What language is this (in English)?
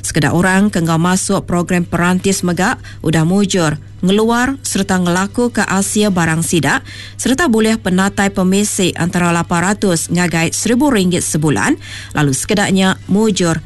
Iban